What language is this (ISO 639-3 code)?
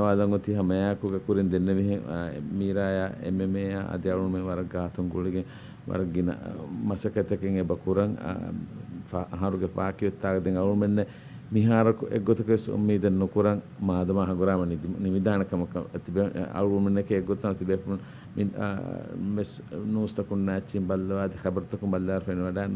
div